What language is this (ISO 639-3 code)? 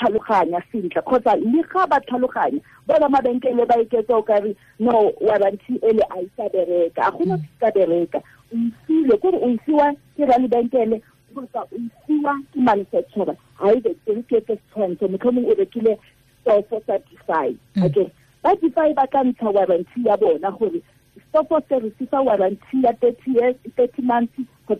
tsn